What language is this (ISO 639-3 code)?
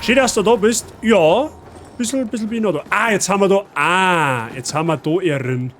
bar